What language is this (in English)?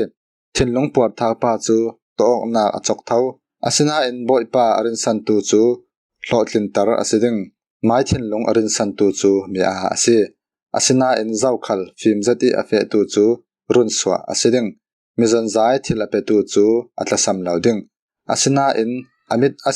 Falam Chin